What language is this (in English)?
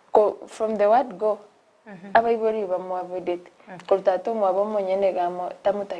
Gusii